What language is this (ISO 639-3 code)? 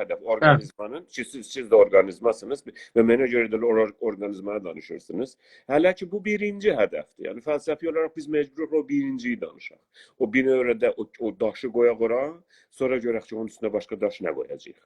azb